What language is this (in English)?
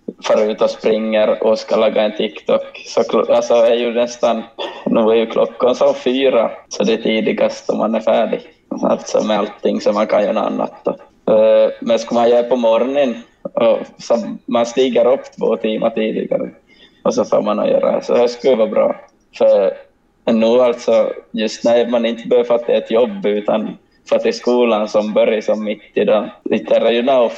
Swedish